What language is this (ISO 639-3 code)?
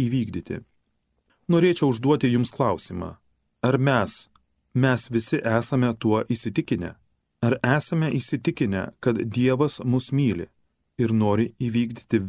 lit